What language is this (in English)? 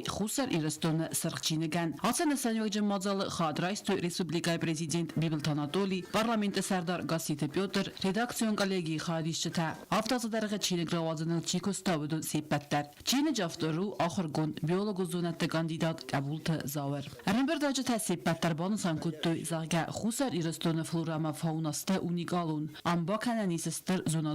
Ossetic